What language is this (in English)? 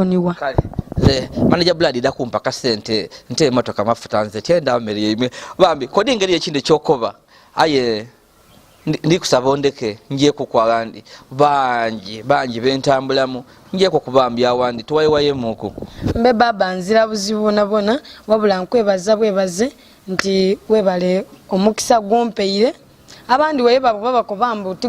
Soga